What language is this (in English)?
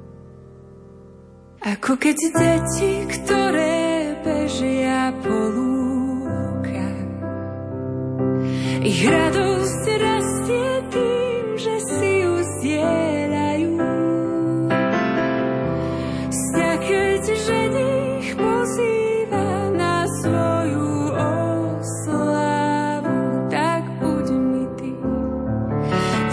Slovak